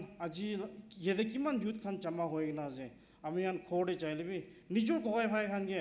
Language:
Naga Pidgin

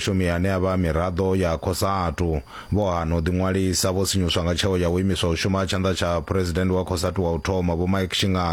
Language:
Venda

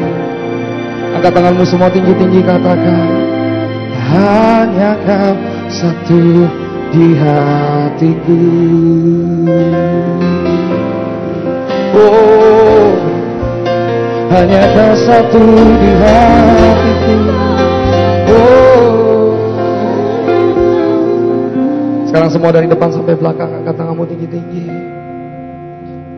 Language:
Indonesian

